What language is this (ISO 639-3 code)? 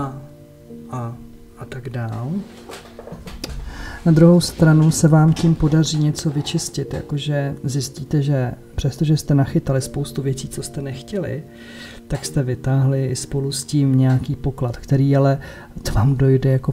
ces